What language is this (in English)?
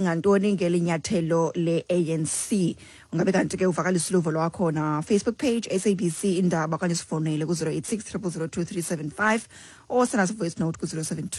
Xhosa